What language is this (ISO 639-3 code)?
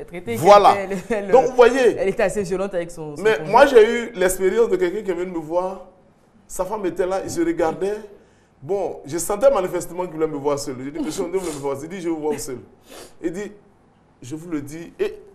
fra